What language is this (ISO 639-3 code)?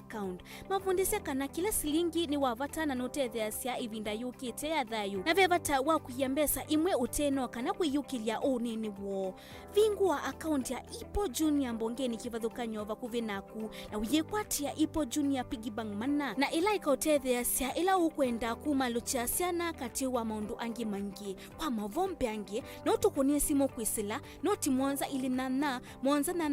kam